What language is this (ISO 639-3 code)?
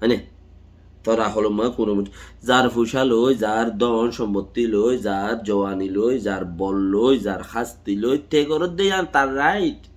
rhg